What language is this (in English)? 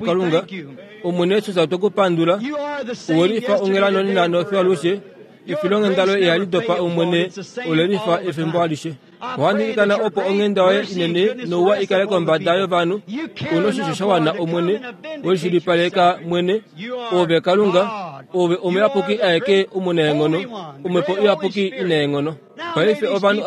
Kuanyama